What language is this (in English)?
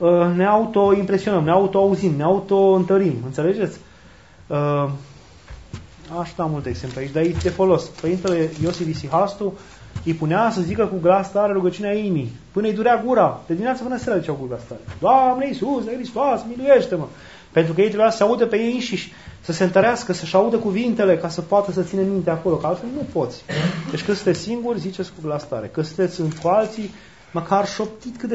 Romanian